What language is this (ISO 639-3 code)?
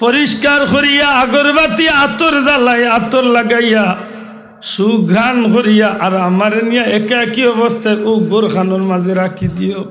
syl